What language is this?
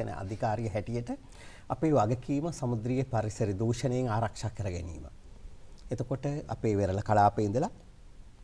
Sinhala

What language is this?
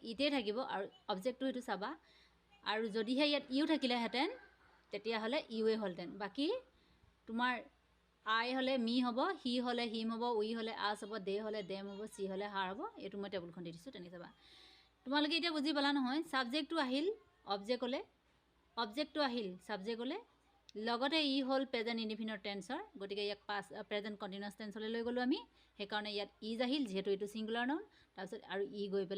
Assamese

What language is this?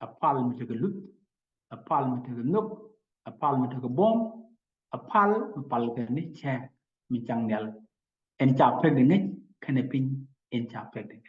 Nuer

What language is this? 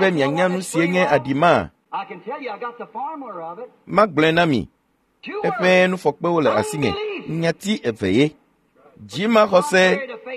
Ewe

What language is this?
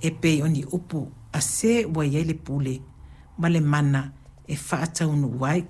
Samoan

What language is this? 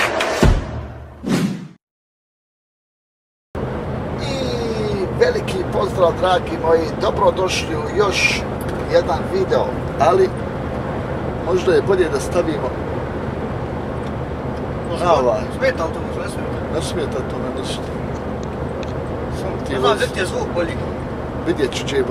Croatian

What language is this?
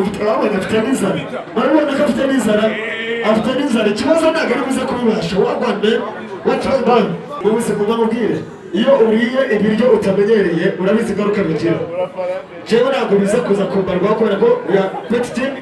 Kinyarwanda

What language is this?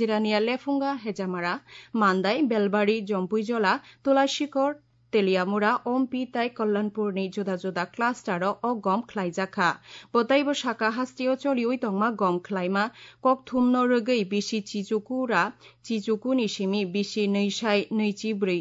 Kok Borok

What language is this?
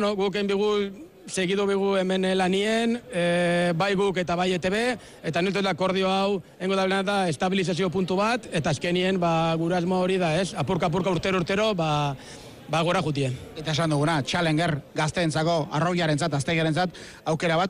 Basque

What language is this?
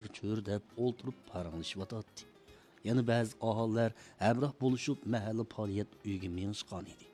Uyghur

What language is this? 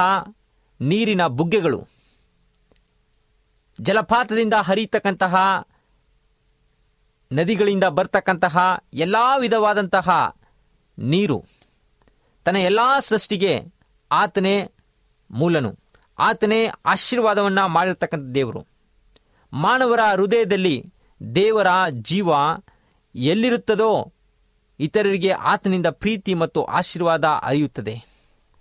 Kannada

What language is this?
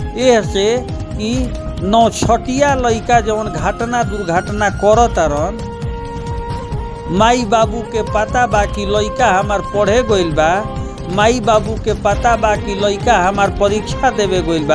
Bhojpuri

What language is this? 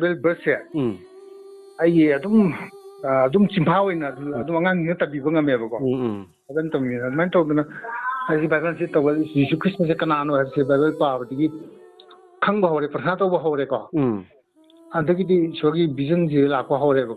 Manipuri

